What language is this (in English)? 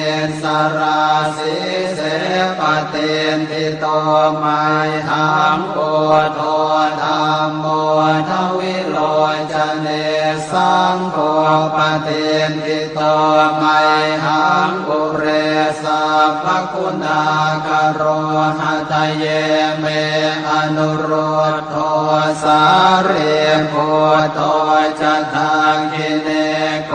Pali